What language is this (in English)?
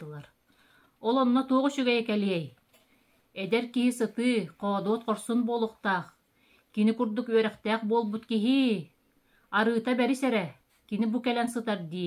Yakut